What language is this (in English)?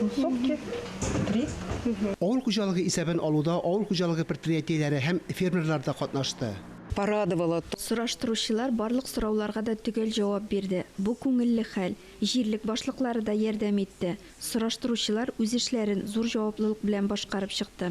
Tatar